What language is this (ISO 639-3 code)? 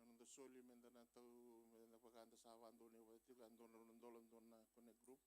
fij